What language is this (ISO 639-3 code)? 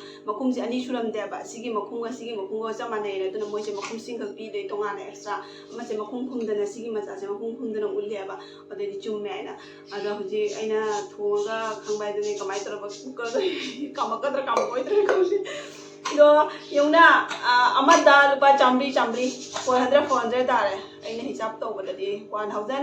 mni